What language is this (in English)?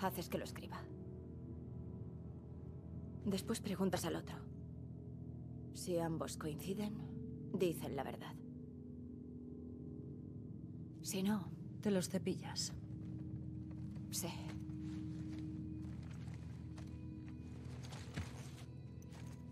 Spanish